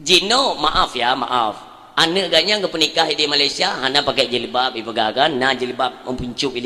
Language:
Achinese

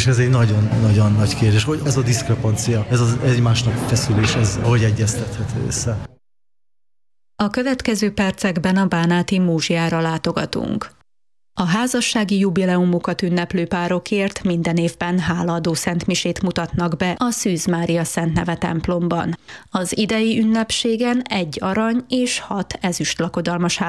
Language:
Hungarian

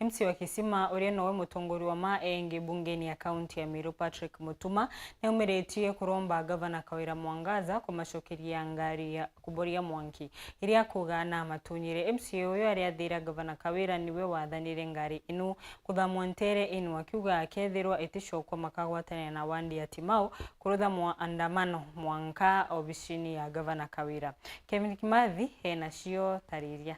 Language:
Meru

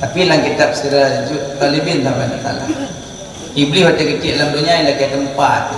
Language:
Achinese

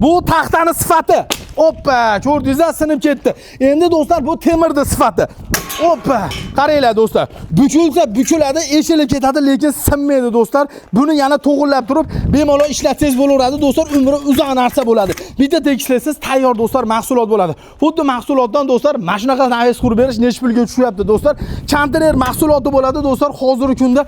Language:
Uzbek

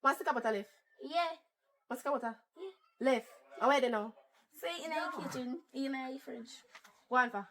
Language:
Jamaican Creole English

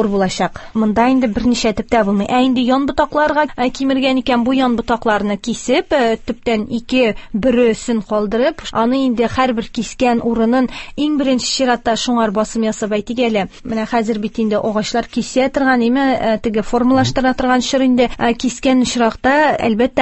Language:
Tatar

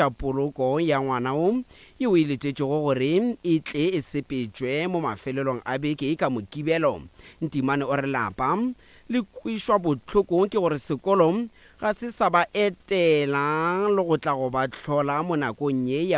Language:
Northern Sotho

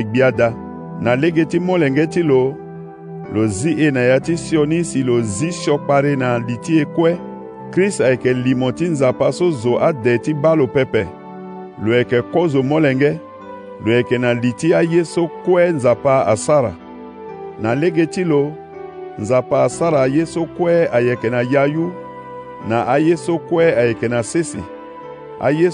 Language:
Sango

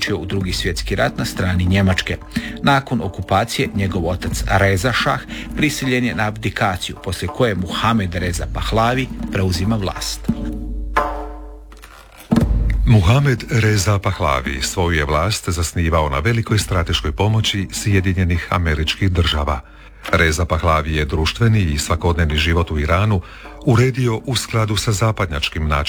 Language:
Croatian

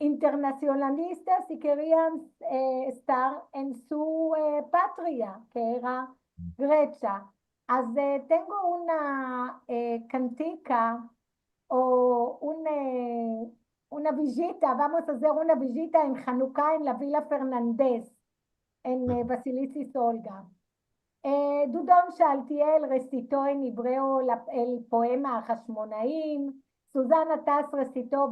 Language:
Ladino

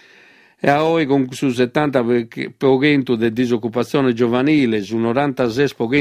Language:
Sardinian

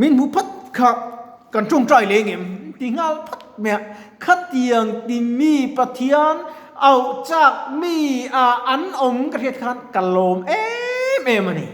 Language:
Mizo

